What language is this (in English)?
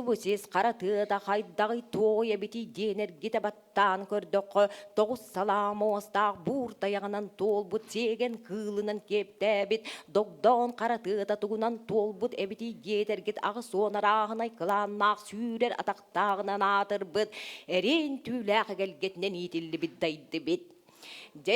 Yakut